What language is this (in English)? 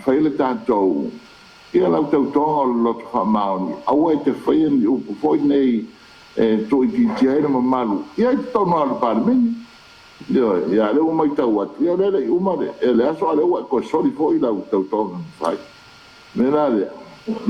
Samoan